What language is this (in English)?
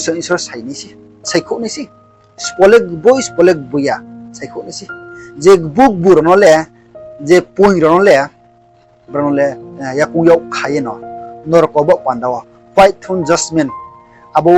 Riang (India)